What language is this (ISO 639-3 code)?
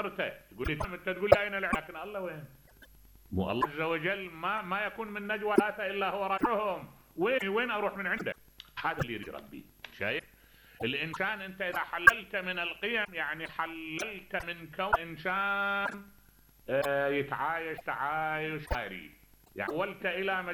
acm